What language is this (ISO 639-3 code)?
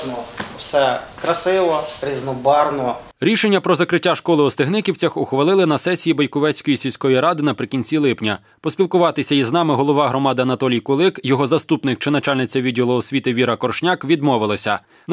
ukr